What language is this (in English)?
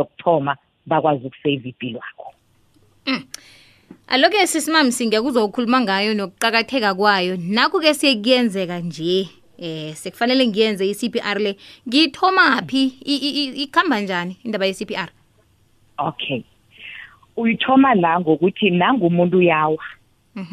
South Ndebele